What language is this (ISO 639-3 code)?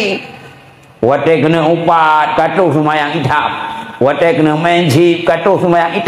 ace